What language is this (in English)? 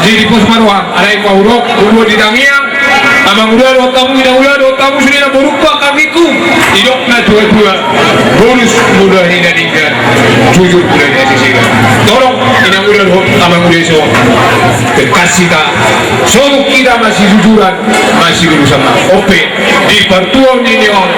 Batak Toba